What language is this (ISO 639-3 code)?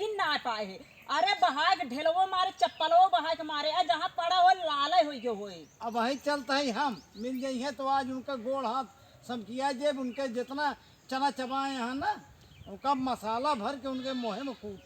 awa